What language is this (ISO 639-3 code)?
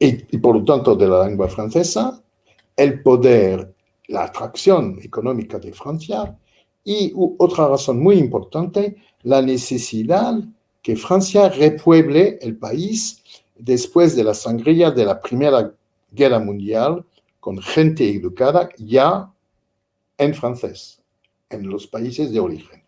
lad